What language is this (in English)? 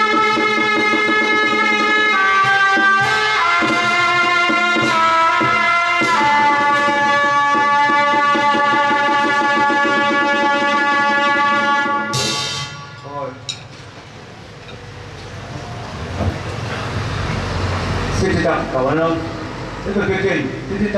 Vietnamese